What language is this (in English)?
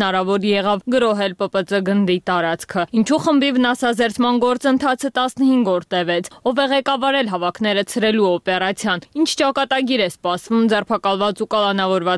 Armenian